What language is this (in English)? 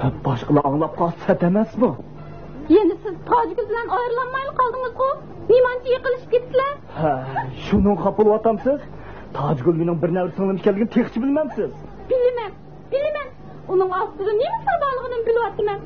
Uyghur